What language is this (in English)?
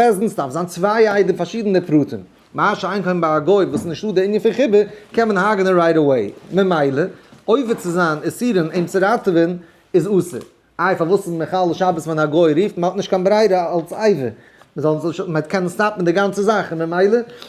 Yiddish